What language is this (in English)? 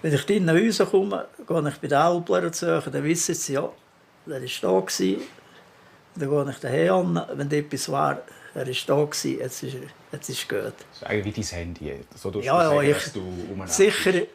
Swiss German